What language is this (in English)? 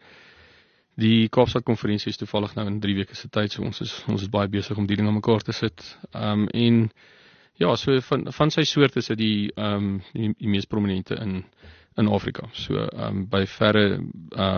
Afrikaans